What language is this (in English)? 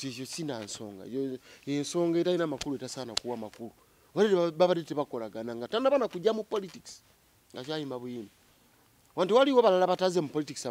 Ganda